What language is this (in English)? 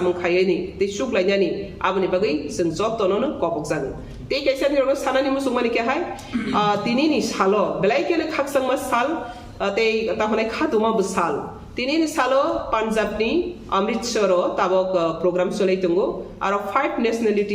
Kok Borok